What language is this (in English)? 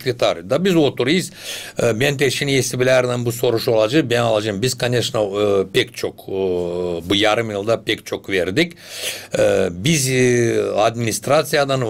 Gagauz